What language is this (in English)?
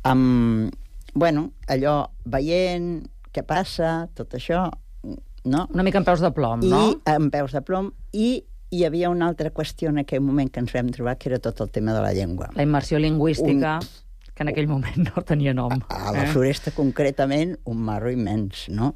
Catalan